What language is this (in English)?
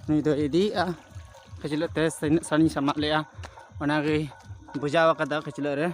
Santali